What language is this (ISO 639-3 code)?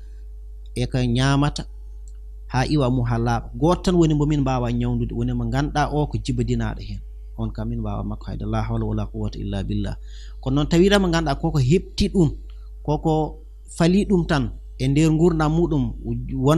ful